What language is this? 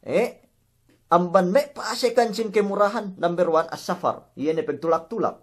Yakan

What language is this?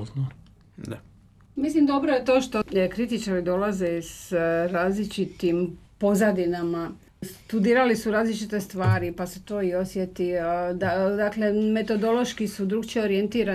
Croatian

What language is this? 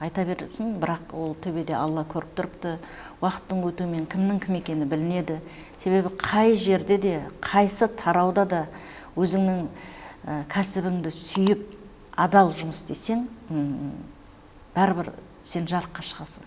Kara-Kalpak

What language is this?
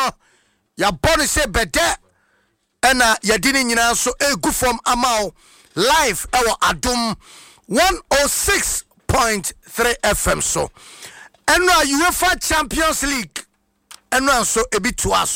Akan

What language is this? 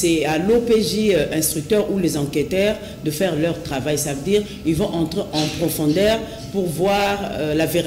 French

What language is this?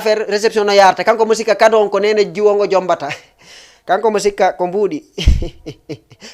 Fula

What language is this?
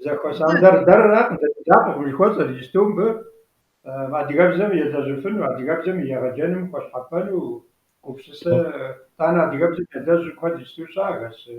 Kabardian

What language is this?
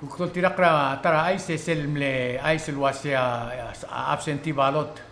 Palauan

